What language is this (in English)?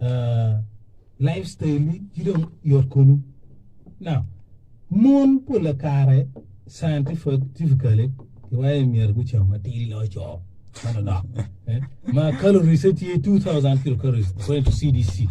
Acoli